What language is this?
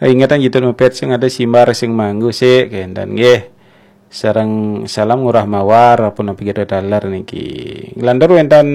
Balinese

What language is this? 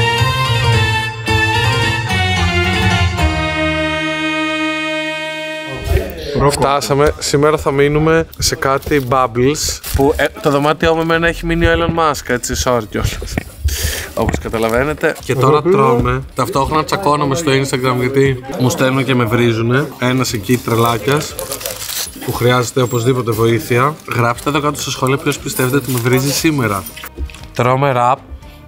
Greek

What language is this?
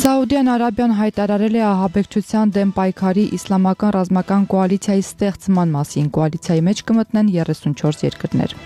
Armenian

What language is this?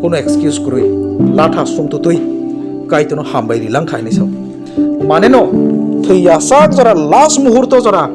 Kok Borok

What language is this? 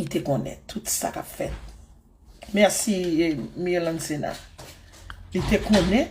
Haitian Creole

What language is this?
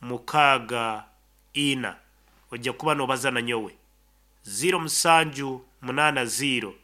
Nyankole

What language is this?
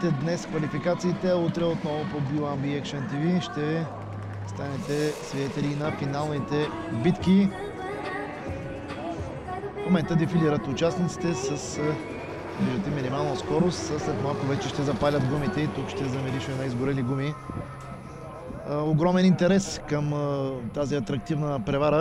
Bulgarian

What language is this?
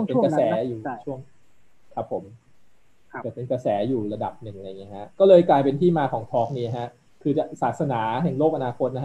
Thai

